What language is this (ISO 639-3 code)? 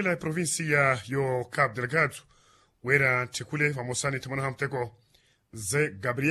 vmw